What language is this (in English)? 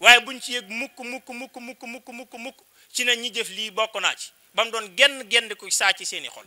Wolof